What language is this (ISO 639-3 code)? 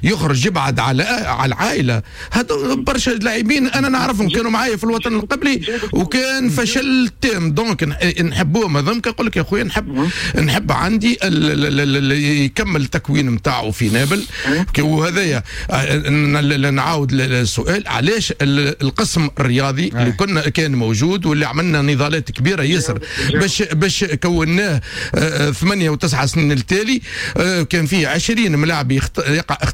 aeb